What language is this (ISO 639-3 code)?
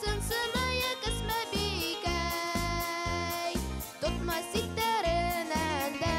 bak